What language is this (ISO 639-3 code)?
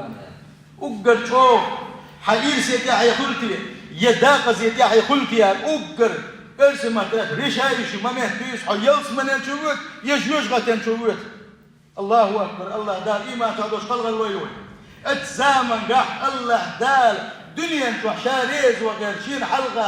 che